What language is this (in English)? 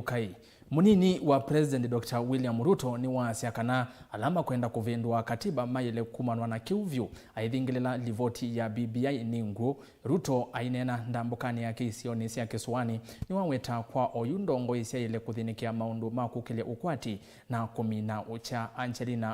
Kamba